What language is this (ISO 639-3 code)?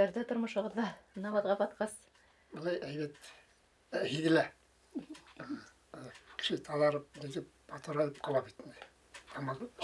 bak